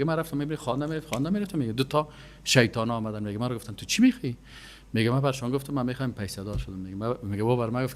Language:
Persian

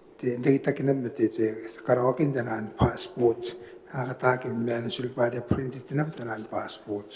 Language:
Gilbertese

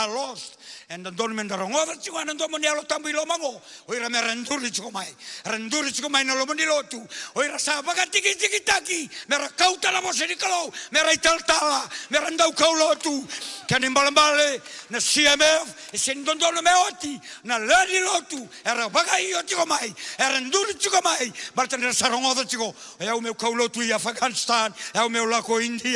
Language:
Fijian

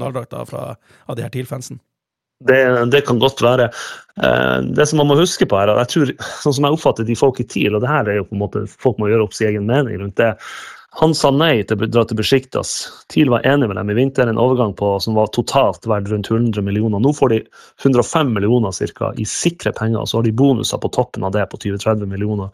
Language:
Norwegian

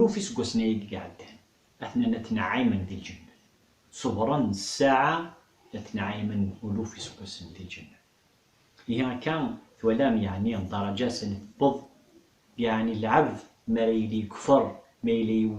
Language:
Kabyle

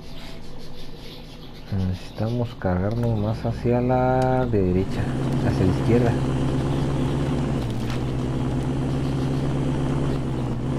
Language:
Spanish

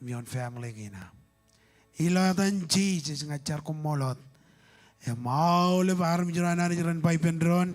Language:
Marshallese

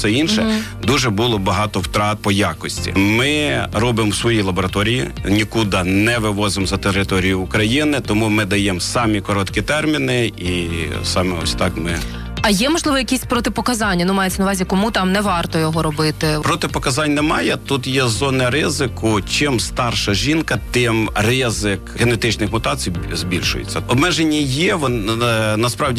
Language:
Ukrainian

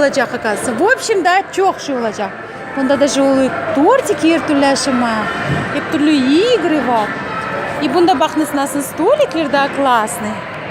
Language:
Crimean Tatar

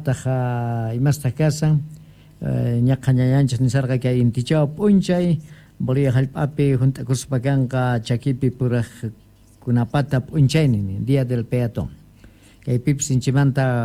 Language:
South Bolivian Quechua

